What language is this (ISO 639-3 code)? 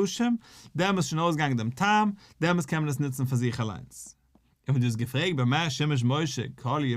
yid